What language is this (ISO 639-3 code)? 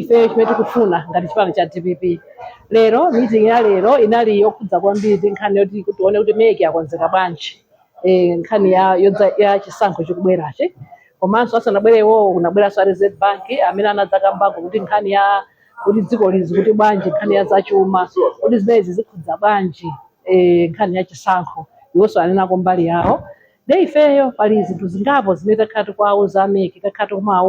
nya